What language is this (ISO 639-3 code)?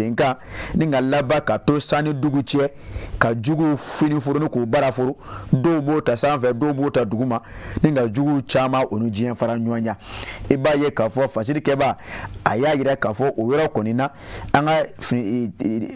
bam